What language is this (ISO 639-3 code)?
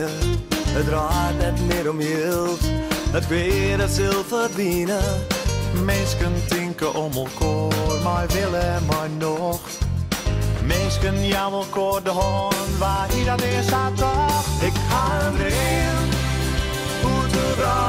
fry